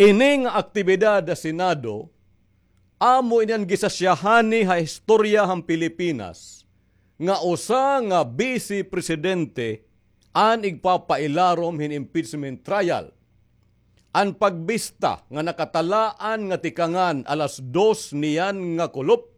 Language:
Waray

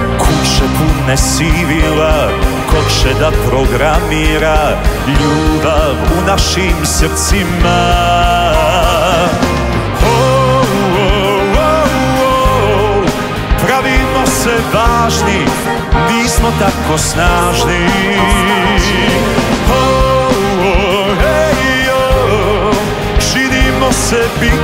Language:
Serbian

